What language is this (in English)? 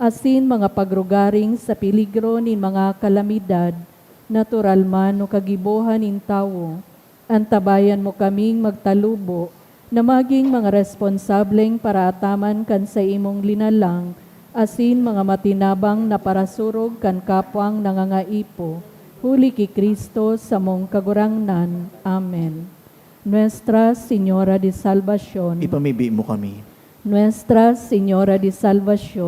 Bikol